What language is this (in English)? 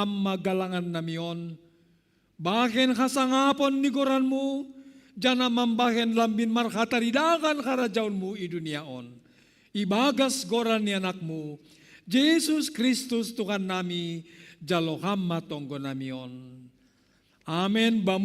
Batak Simalungun